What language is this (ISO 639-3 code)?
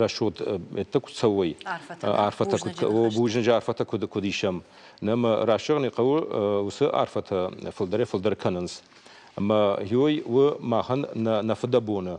oss